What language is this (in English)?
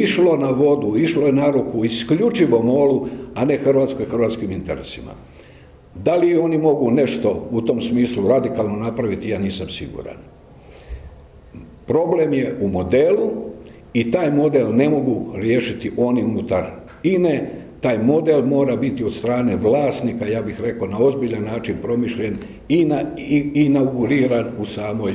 Croatian